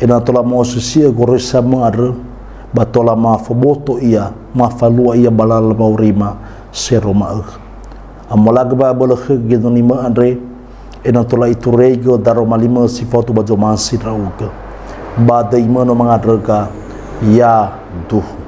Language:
Nias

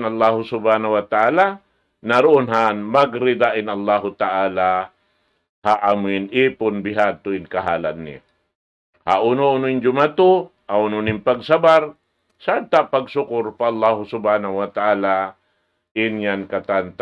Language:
Tausug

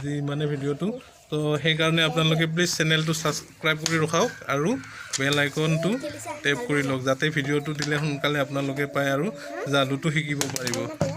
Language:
Assamese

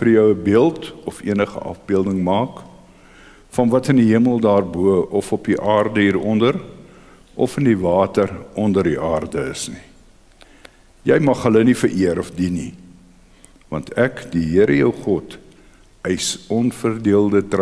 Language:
Afrikaans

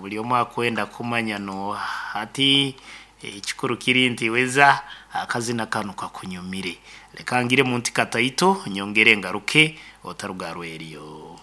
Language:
Nyankole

